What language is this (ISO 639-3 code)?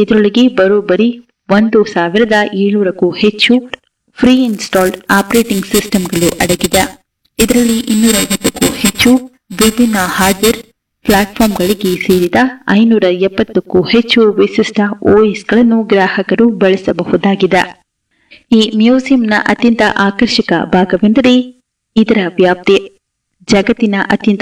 kan